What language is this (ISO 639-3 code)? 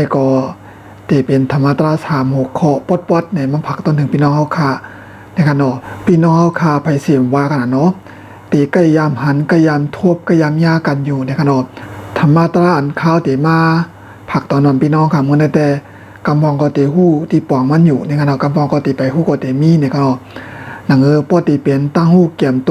shn